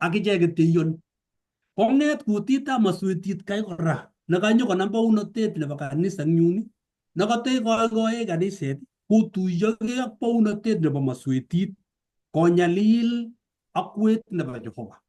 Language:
Kalenjin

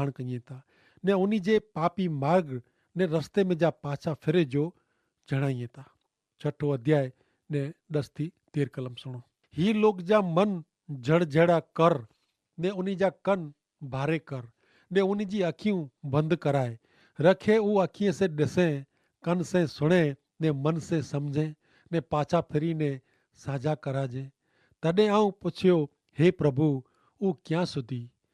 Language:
Kachhi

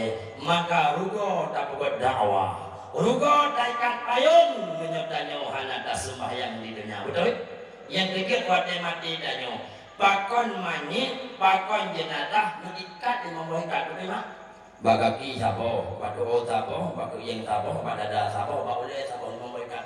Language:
Achinese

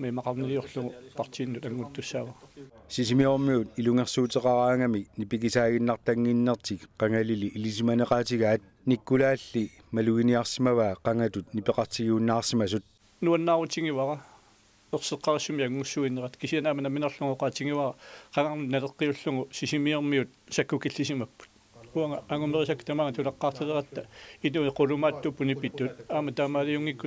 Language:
Kalaallisut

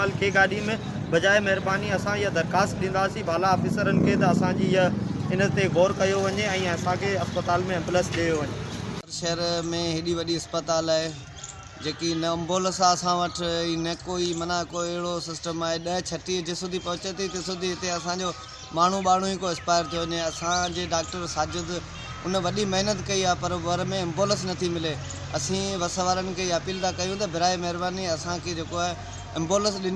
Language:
Sindhi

